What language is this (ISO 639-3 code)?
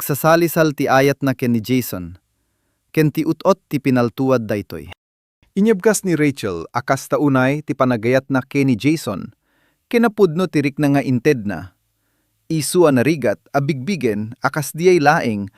ilo